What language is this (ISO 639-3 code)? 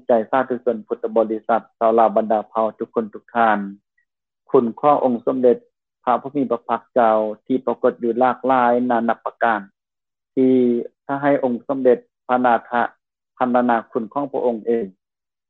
lao